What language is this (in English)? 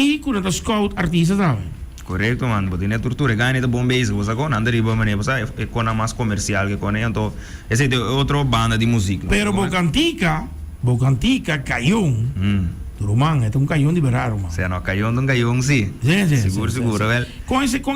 Papiamento